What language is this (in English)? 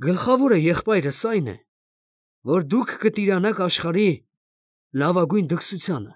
Armenian